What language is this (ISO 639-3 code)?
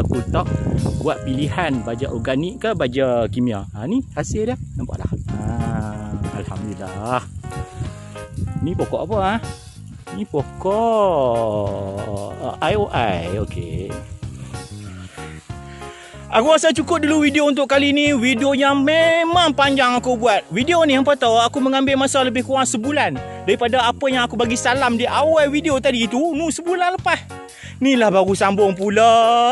msa